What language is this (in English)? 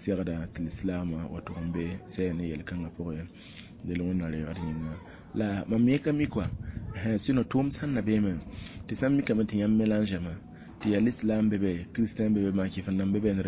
Mossi